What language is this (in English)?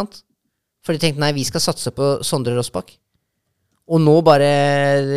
Norwegian